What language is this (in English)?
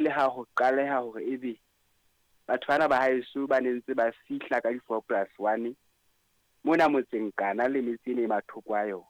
Southern Sotho